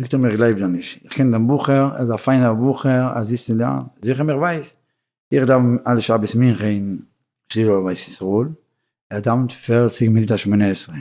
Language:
Yiddish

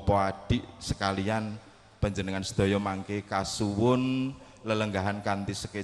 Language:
Javanese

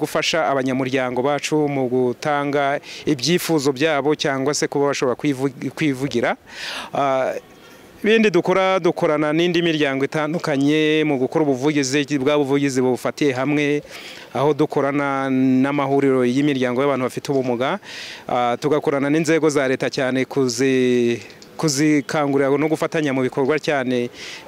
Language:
Kinyarwanda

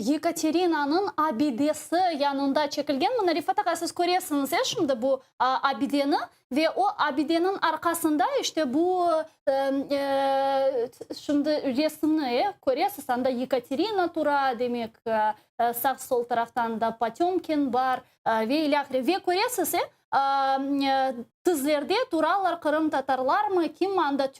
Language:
Crimean Tatar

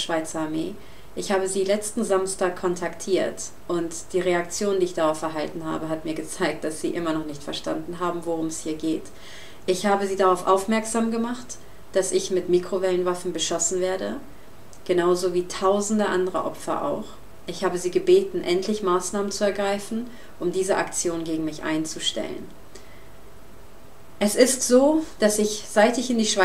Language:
German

